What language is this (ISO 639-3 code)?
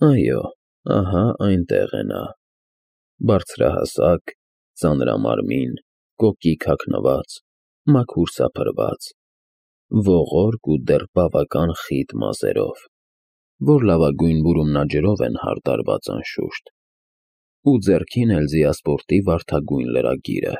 hye